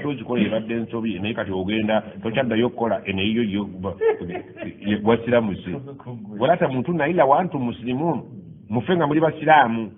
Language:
Ganda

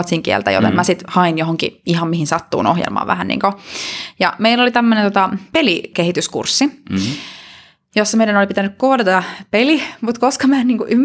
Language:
Finnish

